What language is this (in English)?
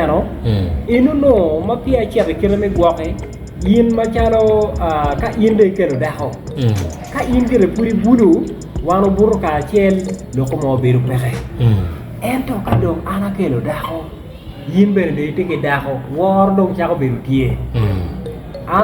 Acoli